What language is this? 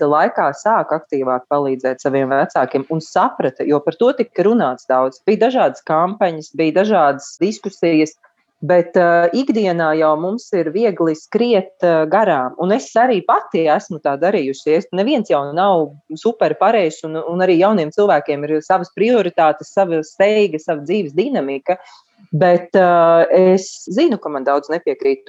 Latvian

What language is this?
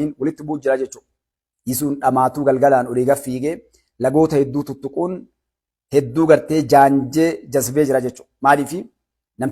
Oromo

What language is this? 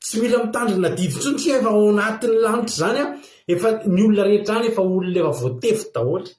Malagasy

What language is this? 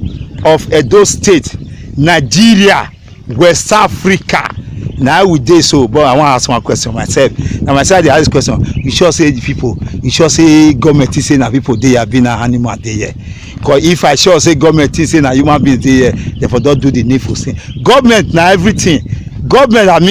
Nigerian Pidgin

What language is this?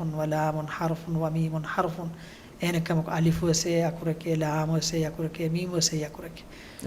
Divehi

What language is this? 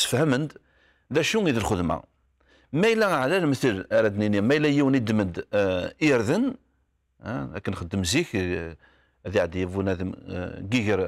Kabyle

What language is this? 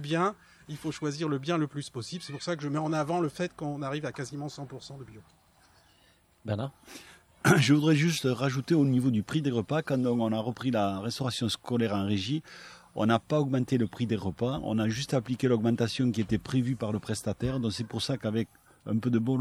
French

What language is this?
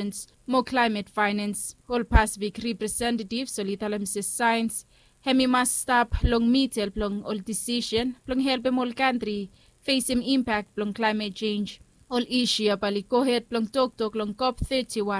Bislama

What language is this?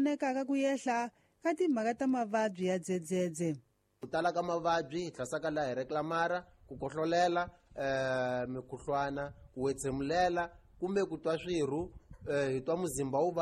Tsonga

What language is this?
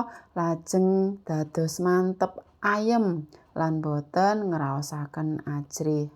Javanese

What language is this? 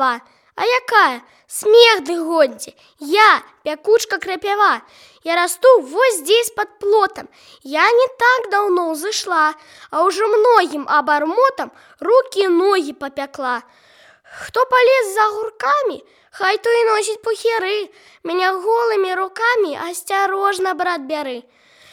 Belarusian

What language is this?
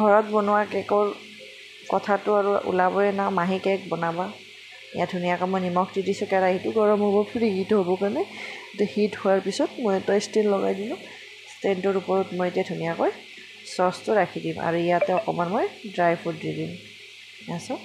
Assamese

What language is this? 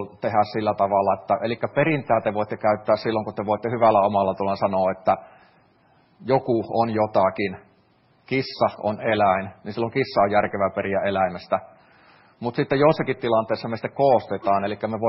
Finnish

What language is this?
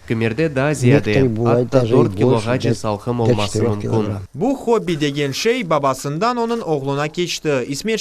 Crimean Tatar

